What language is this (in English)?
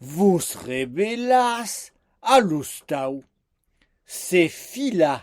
Occitan